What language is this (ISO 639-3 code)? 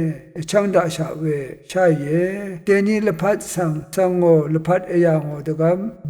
raw